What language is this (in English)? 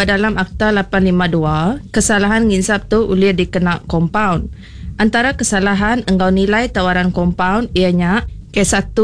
Iban